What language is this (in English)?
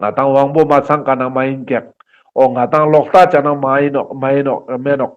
Ladakhi